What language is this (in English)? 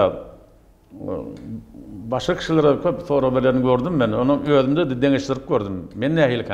Turkmen